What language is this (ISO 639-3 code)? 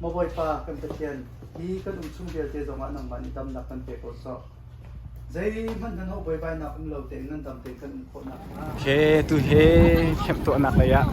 cnh